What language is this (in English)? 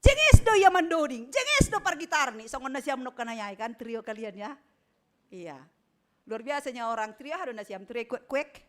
Batak Simalungun